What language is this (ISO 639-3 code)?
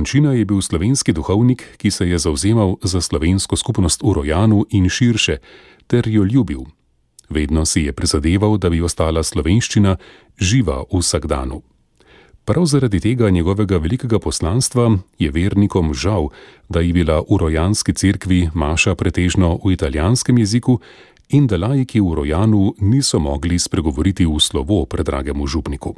slv